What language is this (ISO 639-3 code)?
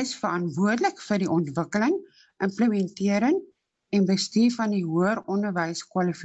afr